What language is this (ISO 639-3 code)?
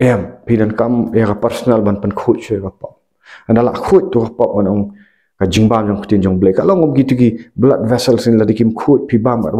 kha